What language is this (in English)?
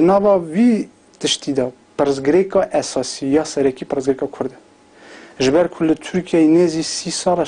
Kurdish